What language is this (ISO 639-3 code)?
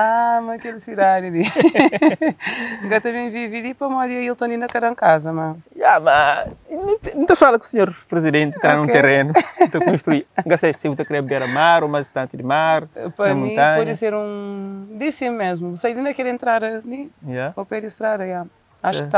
kea